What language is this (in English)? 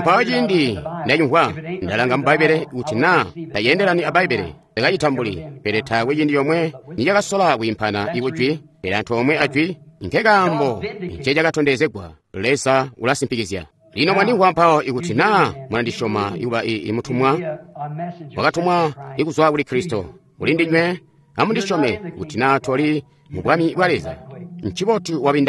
Tonga (Zambia)